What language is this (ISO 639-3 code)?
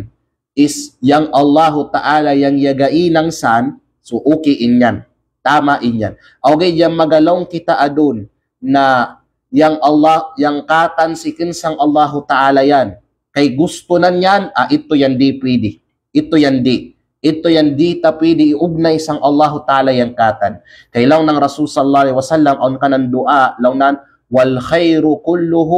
kqe